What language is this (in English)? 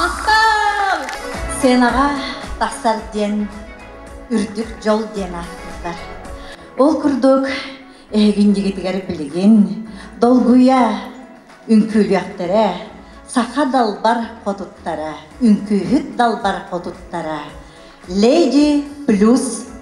Yakut